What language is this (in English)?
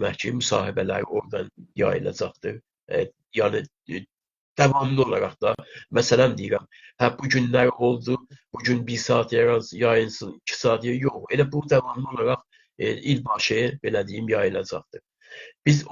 South Azerbaijani